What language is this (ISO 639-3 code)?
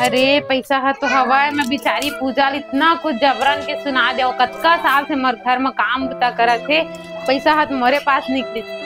hne